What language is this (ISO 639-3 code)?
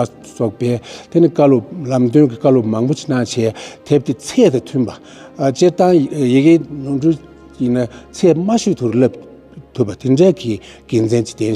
bod